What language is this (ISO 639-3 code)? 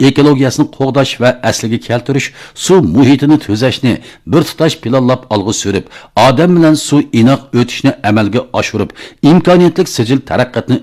uig